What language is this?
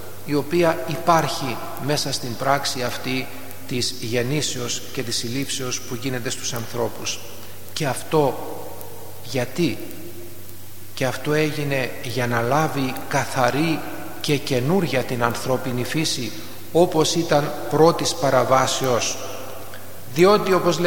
Greek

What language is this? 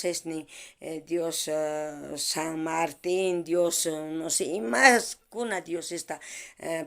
South Bolivian Quechua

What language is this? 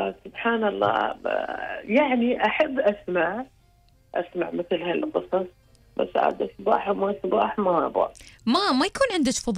Gulf Arabic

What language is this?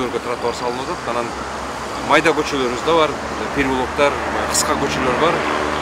Kyrgyz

